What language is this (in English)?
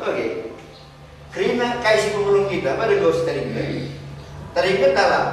Batak Karo